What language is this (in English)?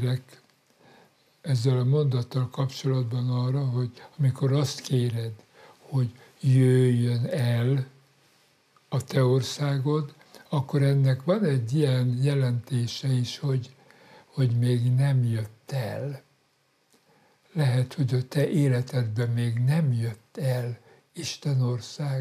Hungarian